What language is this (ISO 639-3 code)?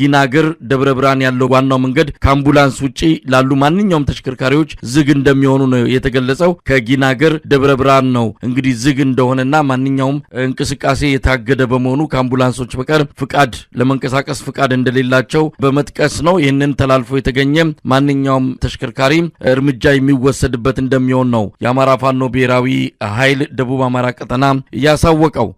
amh